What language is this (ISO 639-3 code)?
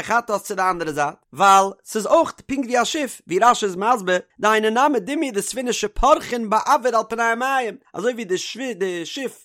yid